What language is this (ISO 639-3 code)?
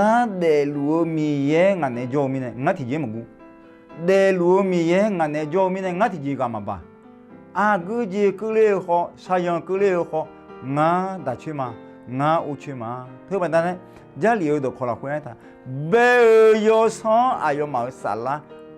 ahk